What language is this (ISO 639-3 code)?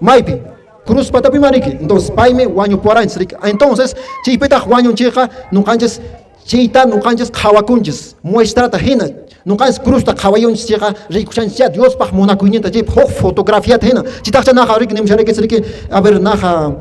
que